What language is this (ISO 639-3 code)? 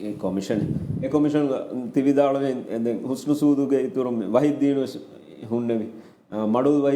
div